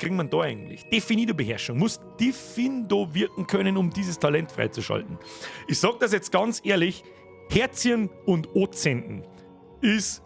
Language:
Bavarian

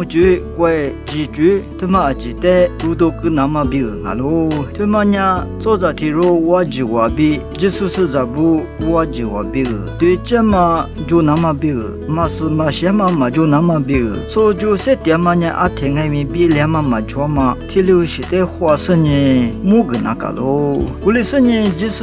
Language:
Lisu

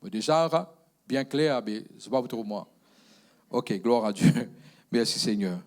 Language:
Morisyen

